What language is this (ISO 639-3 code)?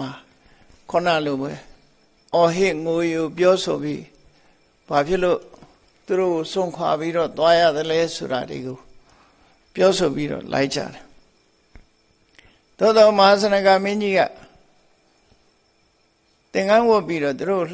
mya